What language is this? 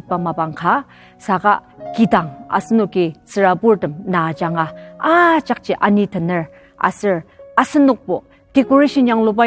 Ao Naga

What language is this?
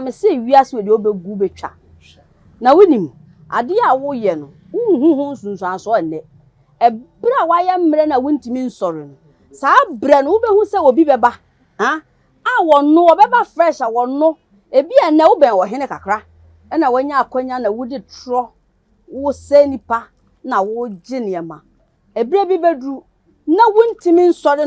Akan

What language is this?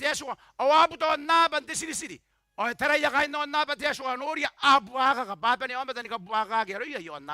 Gilbertese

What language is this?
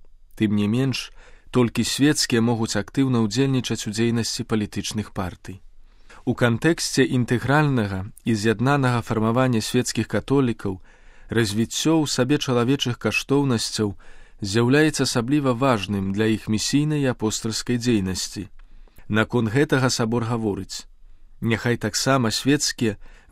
Belarusian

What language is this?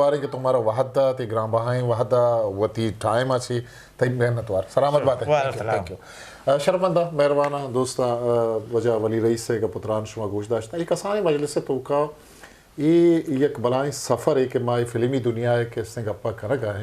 Eastern Balochi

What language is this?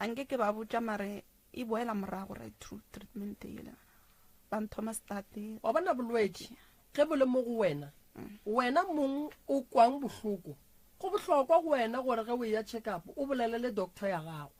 Northern Sotho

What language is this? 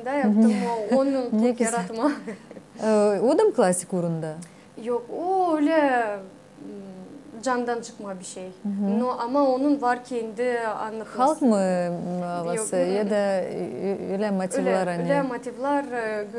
Gagauz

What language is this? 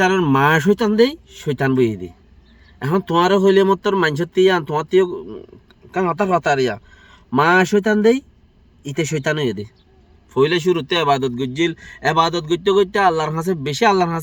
Rohingya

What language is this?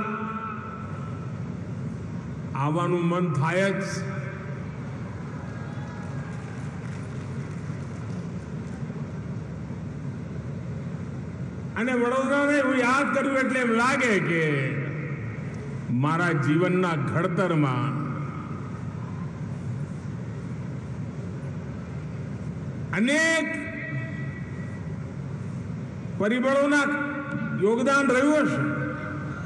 Gujarati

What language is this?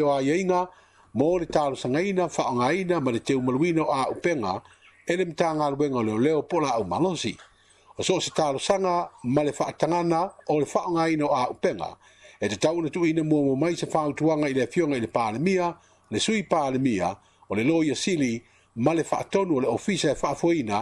Samoan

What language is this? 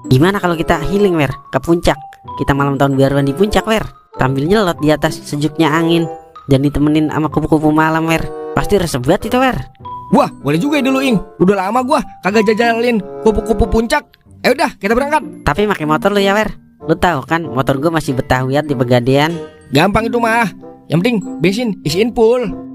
Betawi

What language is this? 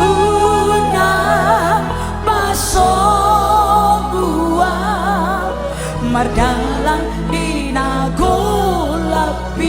Batak Toba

